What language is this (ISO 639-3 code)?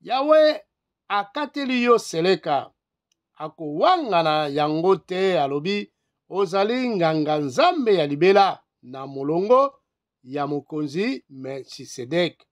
lin